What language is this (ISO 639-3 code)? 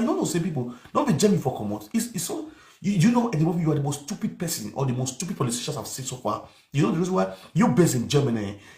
pcm